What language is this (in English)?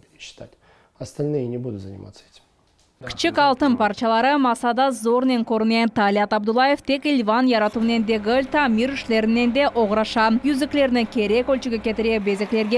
Crimean Tatar